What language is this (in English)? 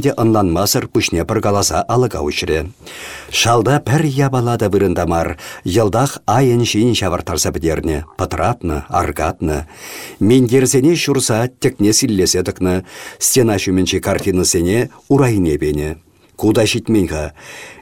Chuvash